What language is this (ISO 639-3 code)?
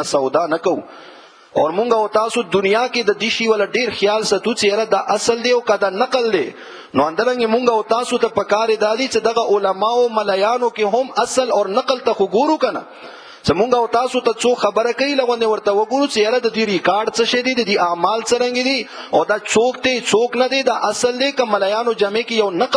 pus